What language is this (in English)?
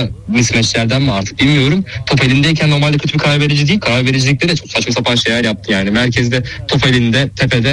Turkish